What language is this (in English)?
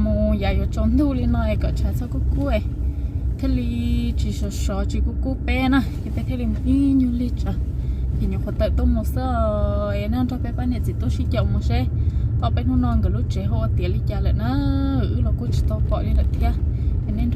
Hmong